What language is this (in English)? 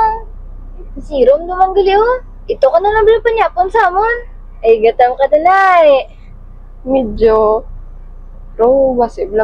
Hiligaynon